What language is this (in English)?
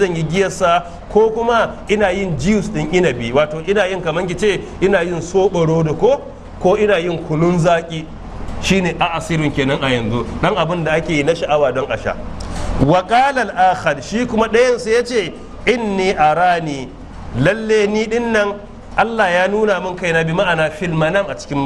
Hausa